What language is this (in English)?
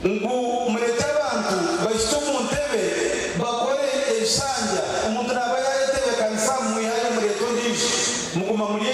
Nyankole